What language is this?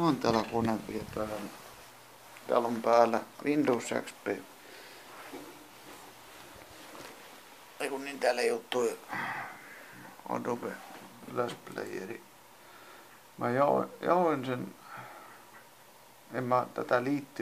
Finnish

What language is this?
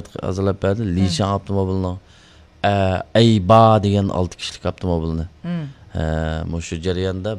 Uyghur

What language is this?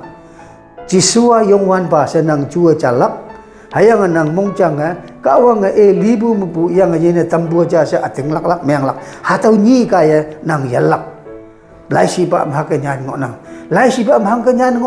Konyak Naga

